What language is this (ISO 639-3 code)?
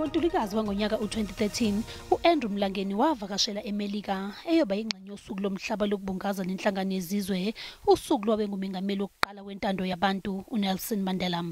zul